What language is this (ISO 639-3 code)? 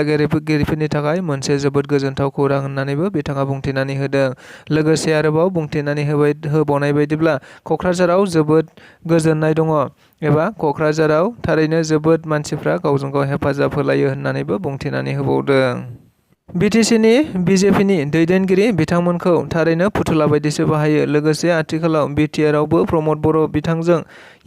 brx